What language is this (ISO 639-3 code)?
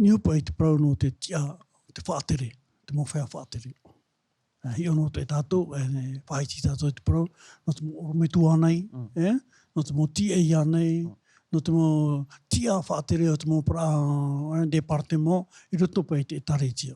tah